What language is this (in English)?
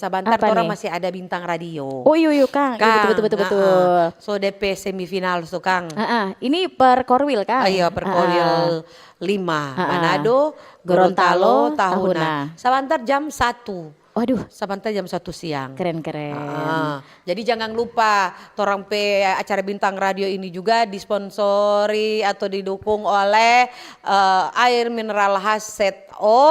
Manado Malay